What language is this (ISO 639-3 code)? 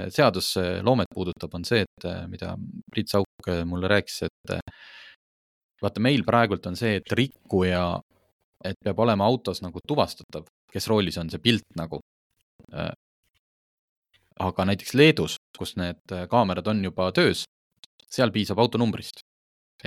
est